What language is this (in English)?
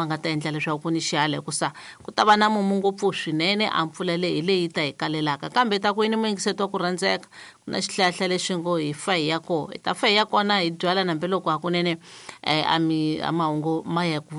Tsonga